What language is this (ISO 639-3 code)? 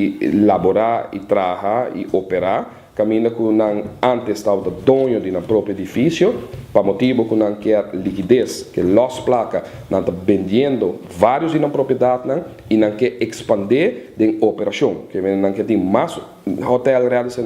pap